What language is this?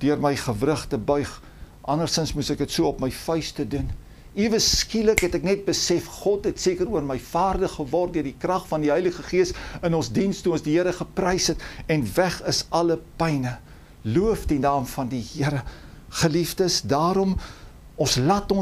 Afrikaans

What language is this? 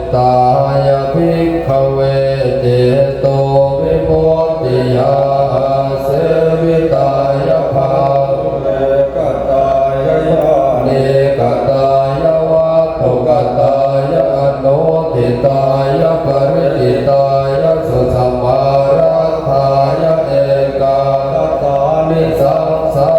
Pali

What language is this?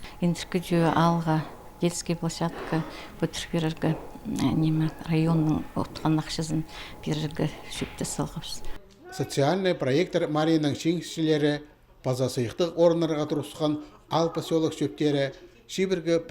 Khakas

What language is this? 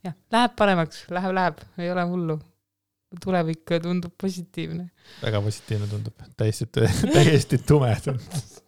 Estonian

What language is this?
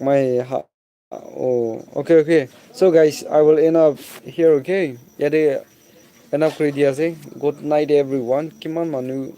Naga Pidgin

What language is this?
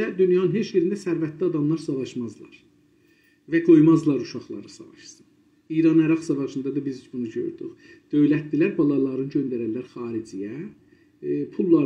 South Azerbaijani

